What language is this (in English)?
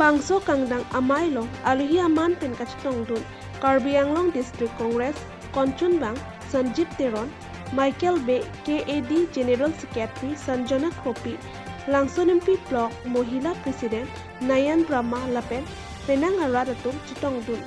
Karbi